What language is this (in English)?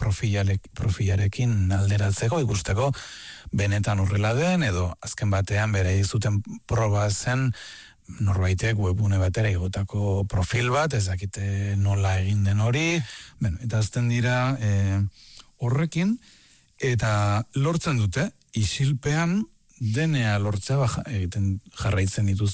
Basque